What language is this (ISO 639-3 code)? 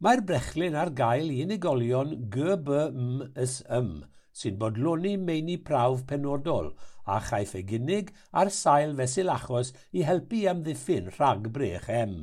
cym